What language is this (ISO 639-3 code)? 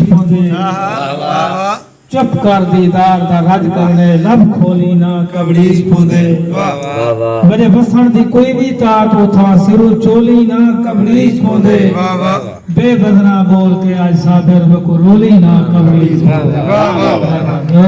skr